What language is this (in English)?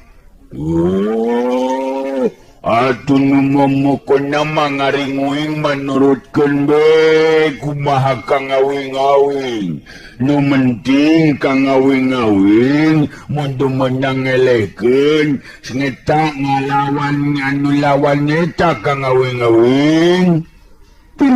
Sundanese